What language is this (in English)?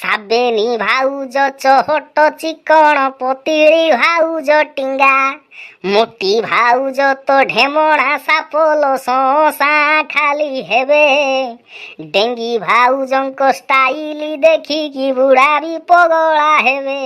Odia